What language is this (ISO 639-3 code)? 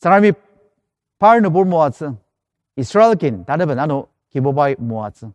njo